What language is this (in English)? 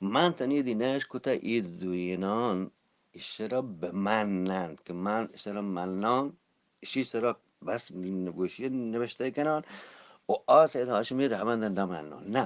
Eastern Balochi